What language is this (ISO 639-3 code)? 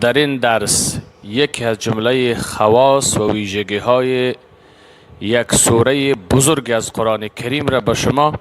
fas